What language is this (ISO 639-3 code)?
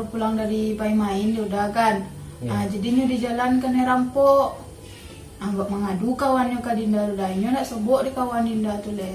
min